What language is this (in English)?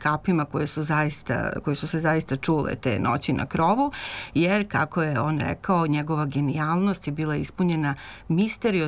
Serbian